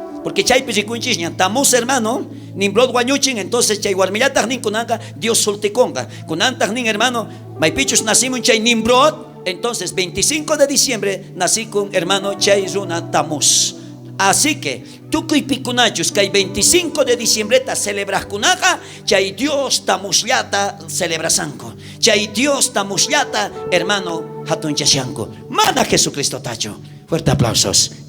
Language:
South Bolivian Quechua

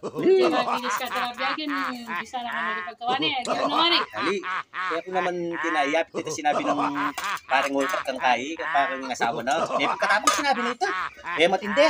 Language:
Pampanga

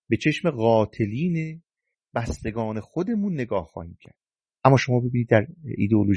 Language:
Persian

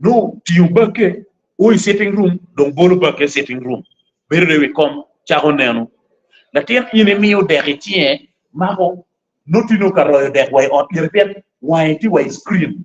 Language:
Acoli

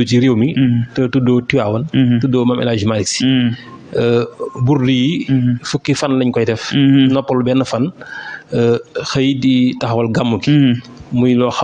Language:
Wolof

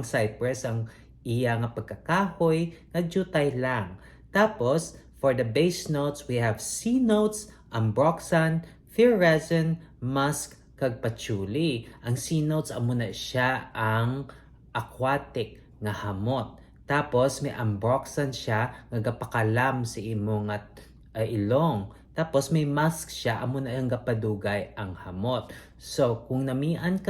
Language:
Hiligaynon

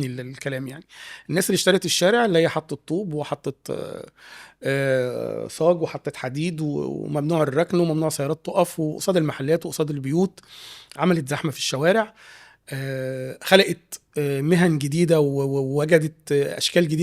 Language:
Egyptian Arabic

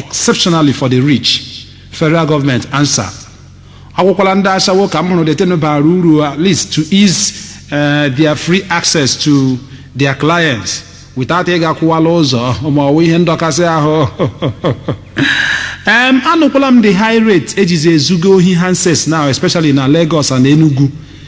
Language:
Igbo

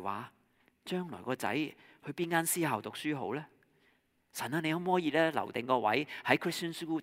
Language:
Cantonese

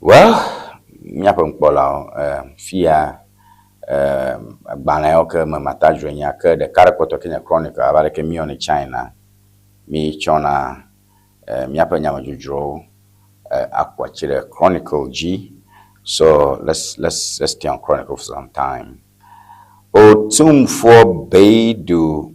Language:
Ewe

